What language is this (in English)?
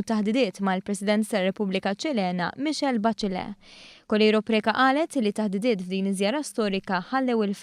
Maltese